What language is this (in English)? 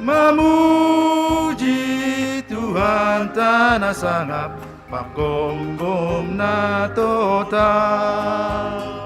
Batak Simalungun